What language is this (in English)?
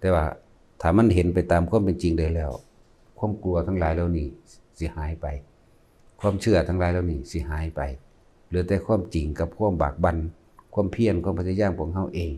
Northeastern Thai